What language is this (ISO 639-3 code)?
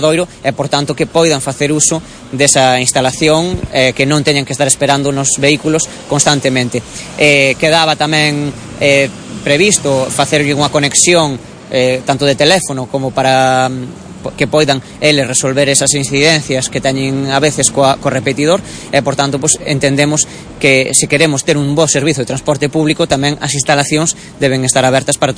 glg